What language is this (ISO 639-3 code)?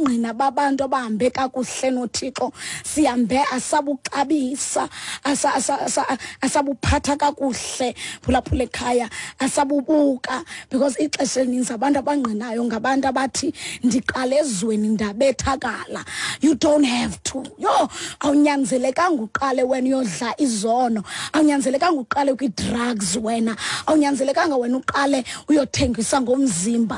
xho